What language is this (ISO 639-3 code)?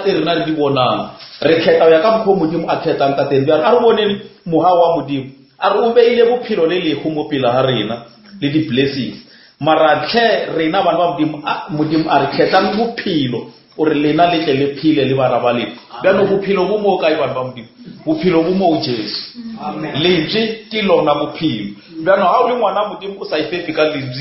nso